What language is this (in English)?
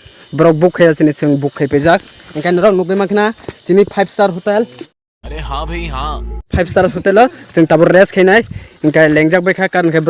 Kok Borok